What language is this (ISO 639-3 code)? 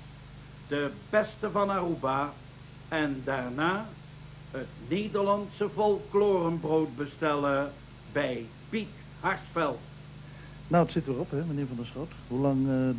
nld